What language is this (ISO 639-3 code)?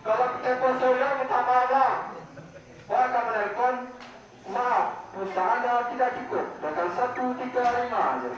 min